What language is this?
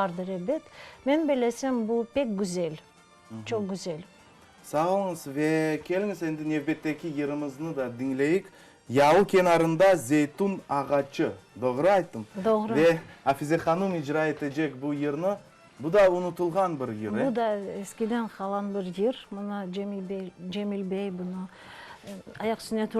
Crimean Tatar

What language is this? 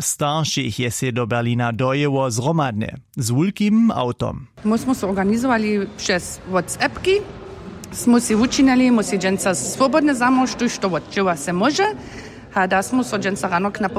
Upper Sorbian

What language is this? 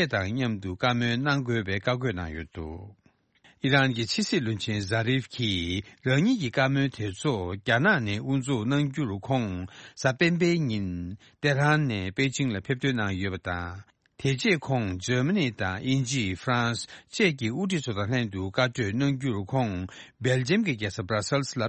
Tibetan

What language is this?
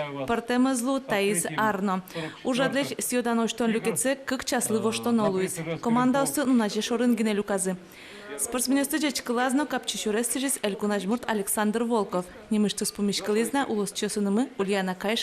Udmurt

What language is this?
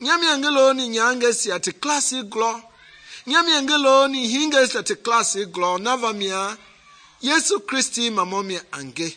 Mende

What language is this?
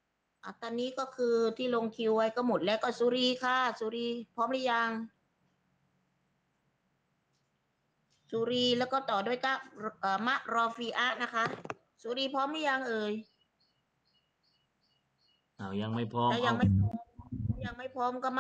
Thai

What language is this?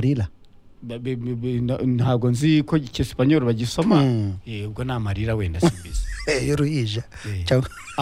Kinyarwanda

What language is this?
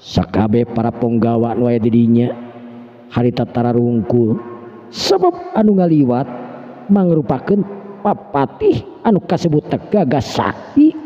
Sundanese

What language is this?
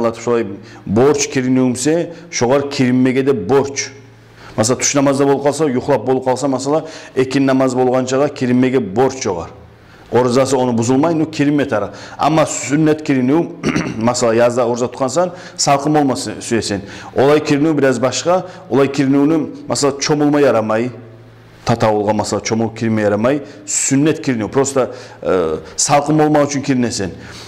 Kumyk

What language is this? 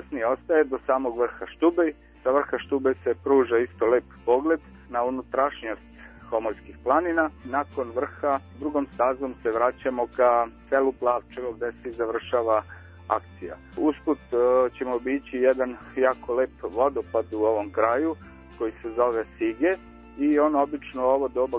Serbian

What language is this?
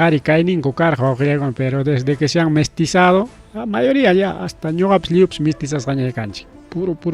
Ayacucho Quechua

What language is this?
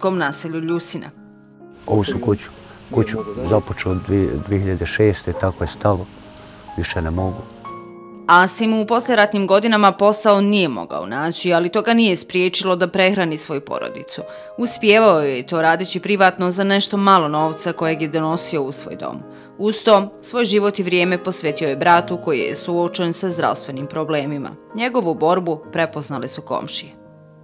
Bosnian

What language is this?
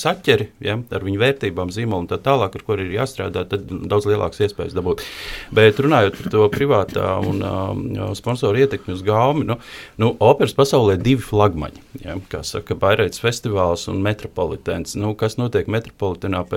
Latvian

